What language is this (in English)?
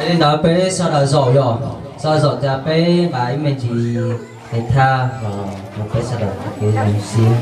Hmong